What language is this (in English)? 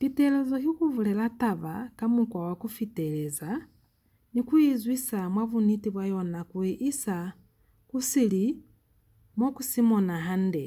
Lozi